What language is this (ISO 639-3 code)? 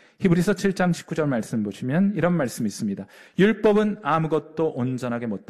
kor